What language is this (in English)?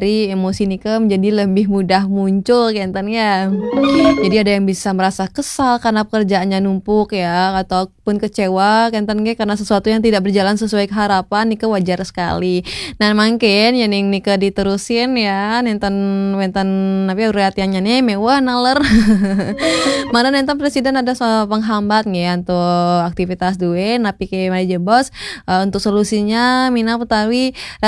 Balinese